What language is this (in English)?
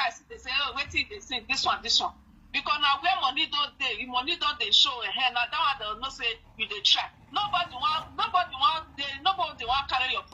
Nigerian Pidgin